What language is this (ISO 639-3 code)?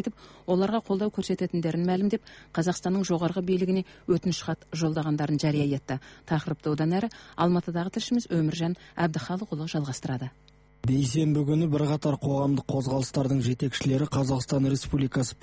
kaz